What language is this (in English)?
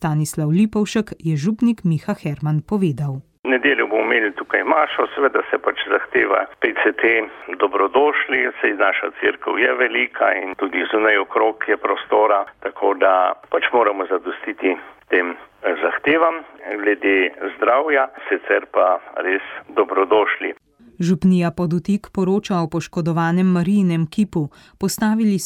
Slovenian